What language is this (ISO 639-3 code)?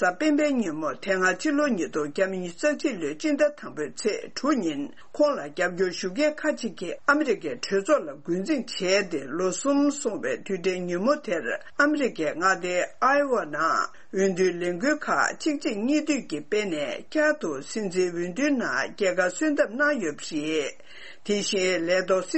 bod